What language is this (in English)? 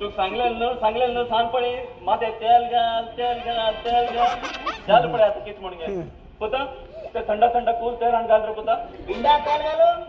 Konkani